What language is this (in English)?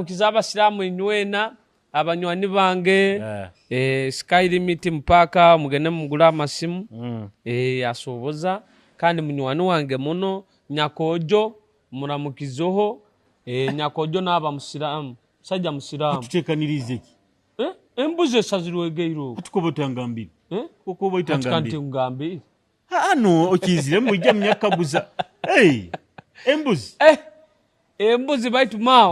Nyoro